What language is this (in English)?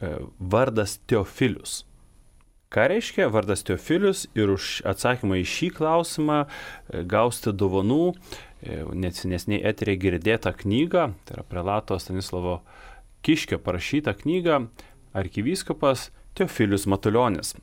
Lithuanian